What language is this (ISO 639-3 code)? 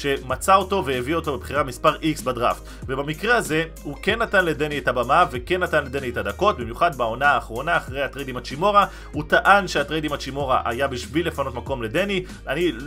heb